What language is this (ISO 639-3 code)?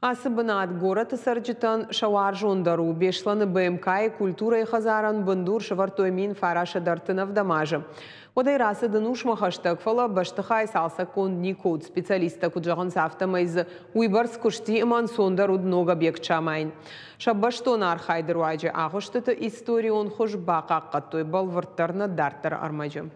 oss